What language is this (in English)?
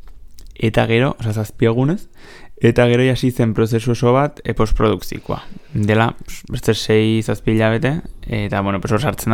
Basque